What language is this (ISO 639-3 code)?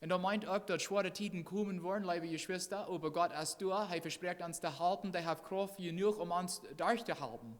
pdt